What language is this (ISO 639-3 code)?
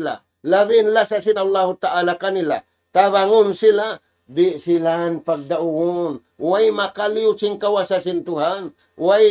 tsg